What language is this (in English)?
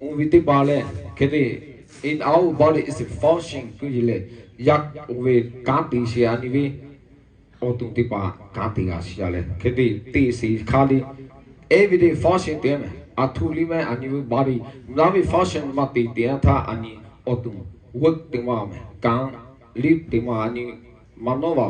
Lahu